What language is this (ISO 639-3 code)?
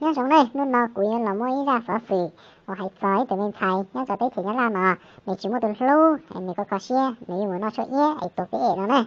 hmn